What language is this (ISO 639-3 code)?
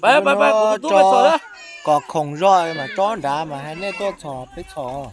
hmn